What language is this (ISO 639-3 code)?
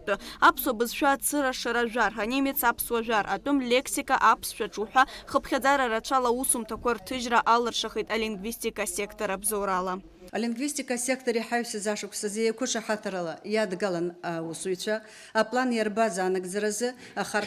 abk